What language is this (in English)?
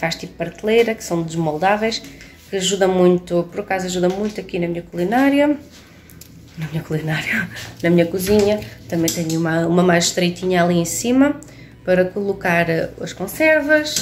Portuguese